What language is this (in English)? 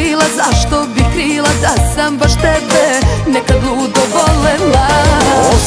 Serbian